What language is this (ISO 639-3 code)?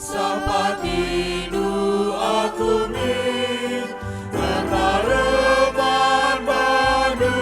btx